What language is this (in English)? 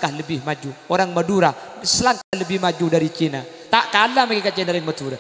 Madurese